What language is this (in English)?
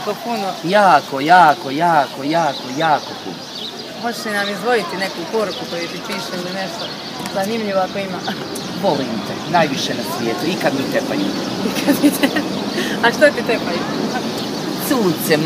Croatian